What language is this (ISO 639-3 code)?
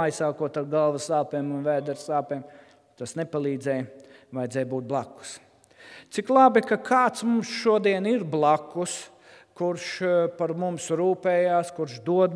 lav